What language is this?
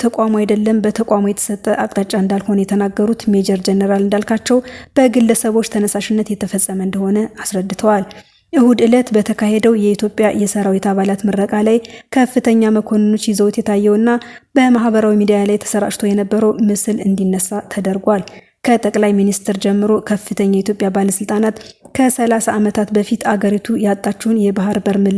Amharic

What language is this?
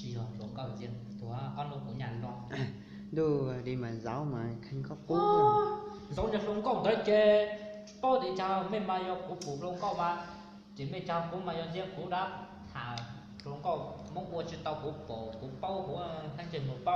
Hmong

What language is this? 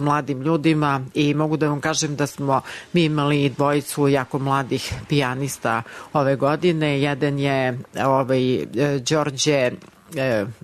Serbian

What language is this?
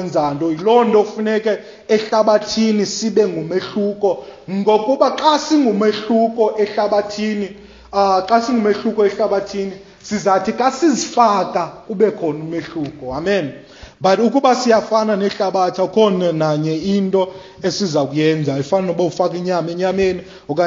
Xhosa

